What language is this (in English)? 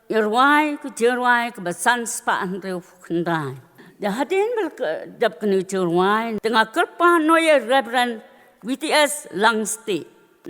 Khasi